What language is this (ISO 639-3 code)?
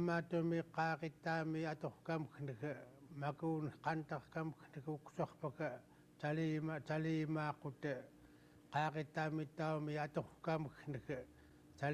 esu